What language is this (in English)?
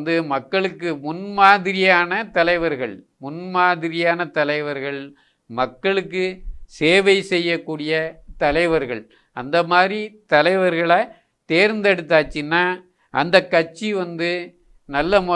Tamil